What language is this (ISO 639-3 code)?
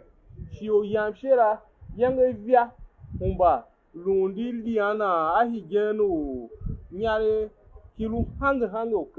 tiv